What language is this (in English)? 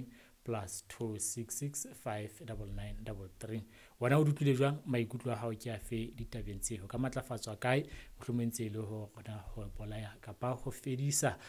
Southern Sotho